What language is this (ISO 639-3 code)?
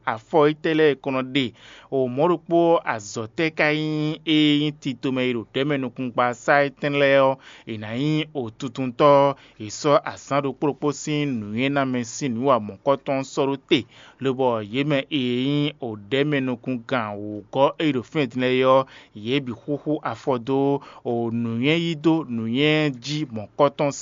fon